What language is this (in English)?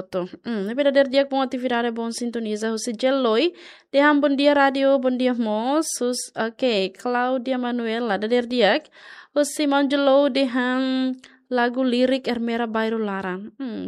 Tetum